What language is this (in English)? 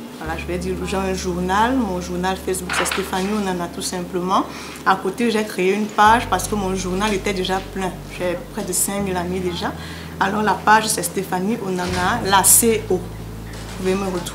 French